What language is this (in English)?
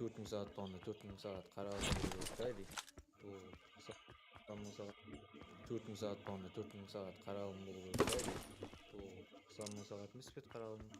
Kara-Kalpak